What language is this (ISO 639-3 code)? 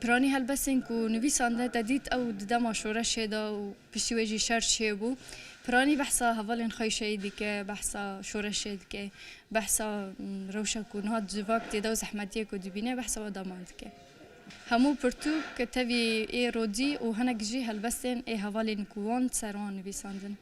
kur